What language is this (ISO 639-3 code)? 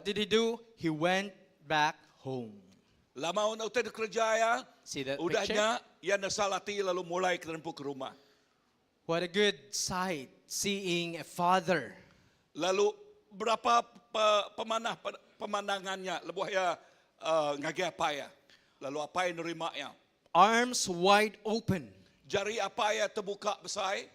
iba